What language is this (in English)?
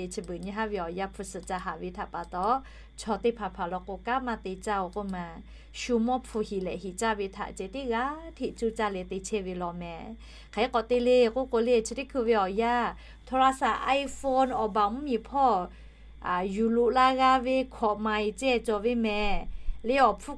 Lahu